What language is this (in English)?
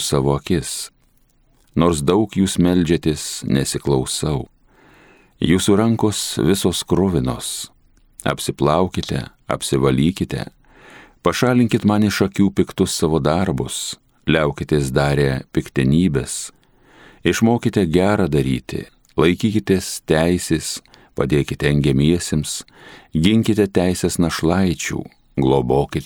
Lithuanian